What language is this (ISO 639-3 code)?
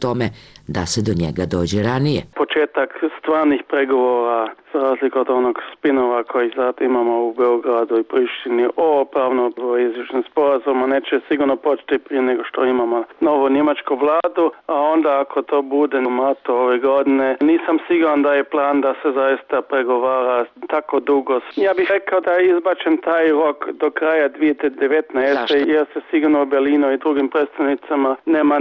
srp